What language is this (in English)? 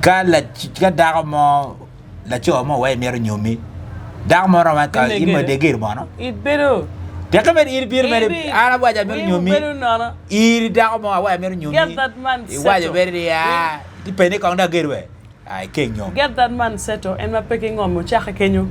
Acoli